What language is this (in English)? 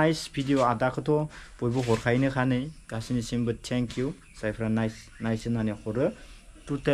Bodo